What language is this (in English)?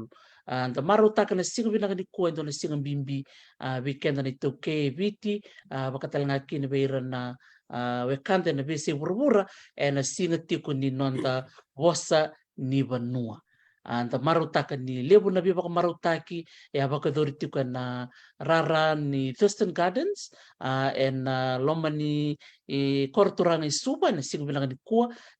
Fijian